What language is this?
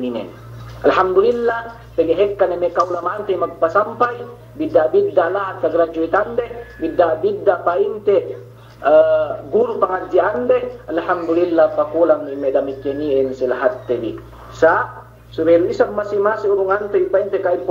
Yakan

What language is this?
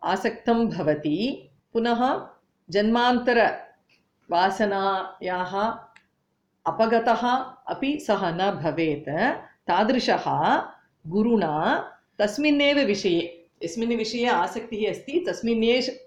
Sanskrit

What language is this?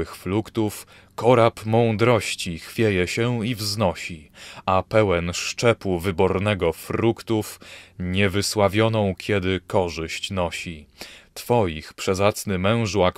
Polish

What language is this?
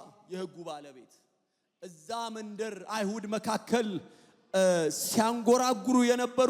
Amharic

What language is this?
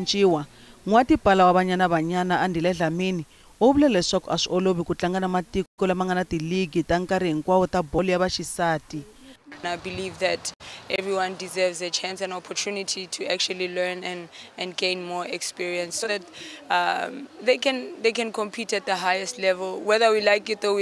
Tsonga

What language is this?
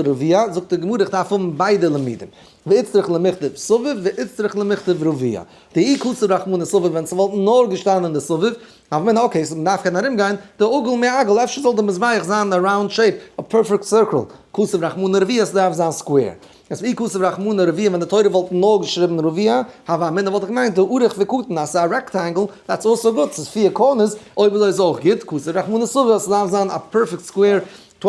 Yiddish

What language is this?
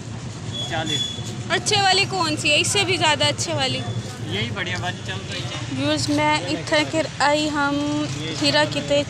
Saraiki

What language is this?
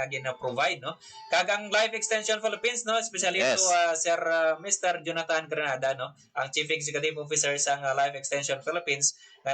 Hiligaynon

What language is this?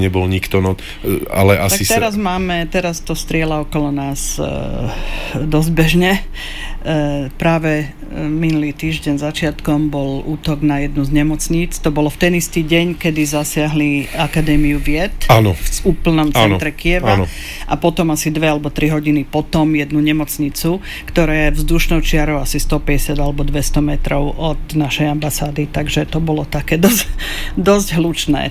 Slovak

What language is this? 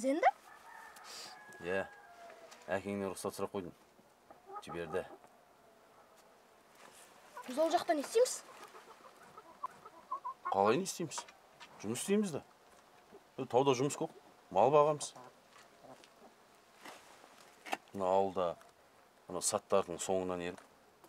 Kazakh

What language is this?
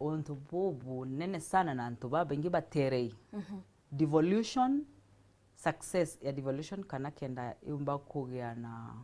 Meru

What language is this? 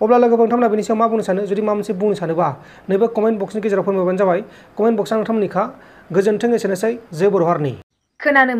Bodo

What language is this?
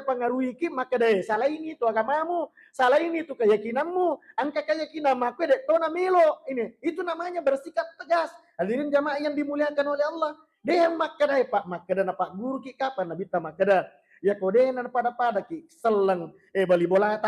Buginese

